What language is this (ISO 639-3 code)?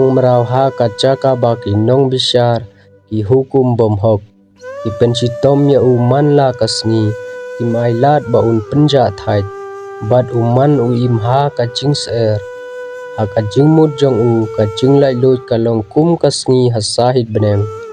kha